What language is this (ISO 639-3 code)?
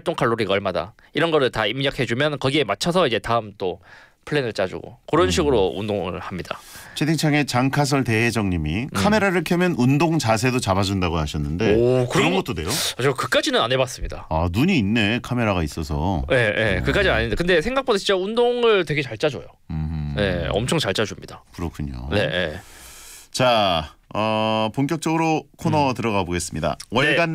kor